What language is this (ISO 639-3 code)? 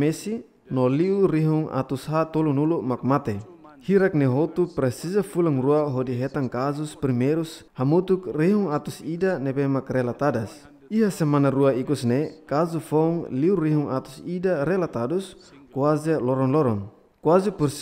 tet